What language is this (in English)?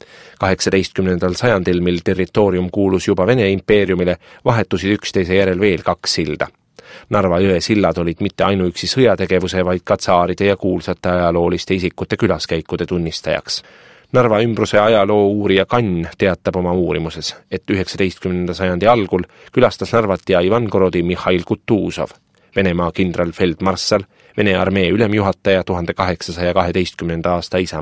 Estonian